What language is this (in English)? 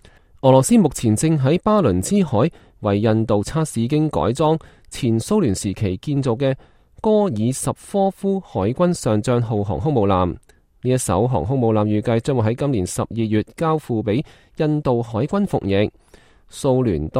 Cantonese